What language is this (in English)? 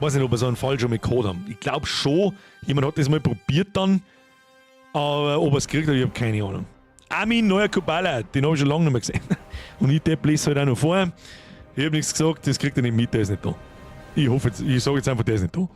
Bavarian